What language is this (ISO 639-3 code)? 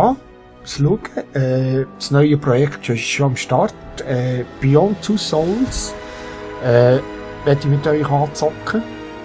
gsw